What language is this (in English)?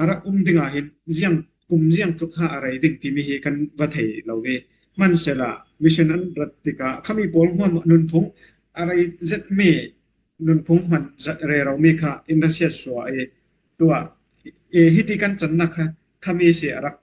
Falam Chin